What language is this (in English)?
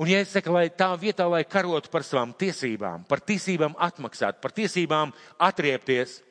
Latvian